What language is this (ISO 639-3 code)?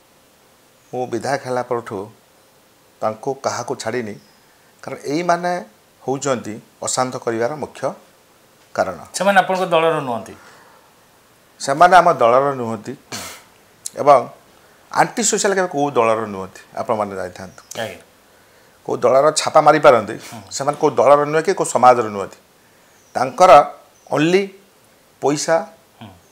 ori